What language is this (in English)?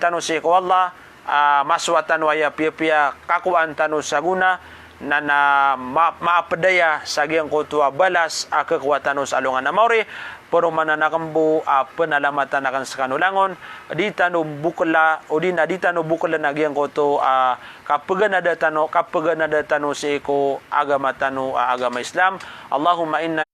Maranao